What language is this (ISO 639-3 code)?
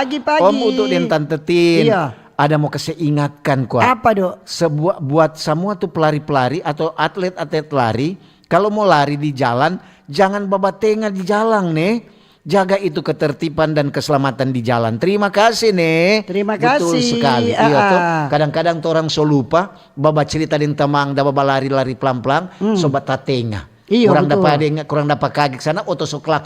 xmm